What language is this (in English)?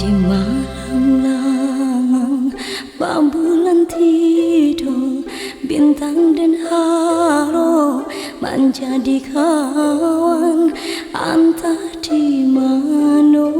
Minangkabau